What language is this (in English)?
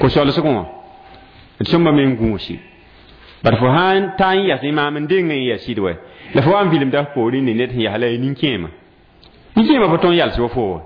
Mossi